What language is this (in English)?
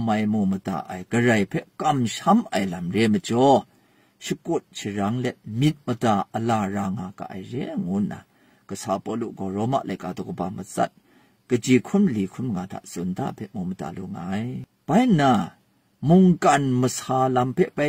Kachin